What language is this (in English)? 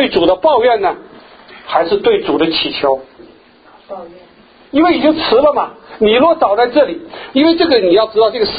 Chinese